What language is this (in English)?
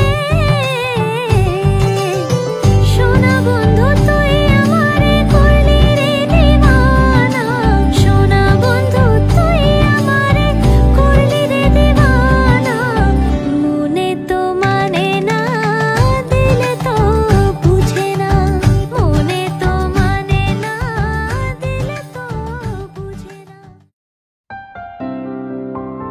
Bangla